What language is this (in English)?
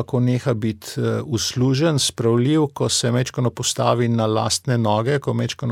Slovenian